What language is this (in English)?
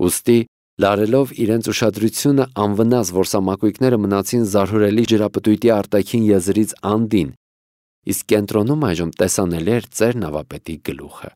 Armenian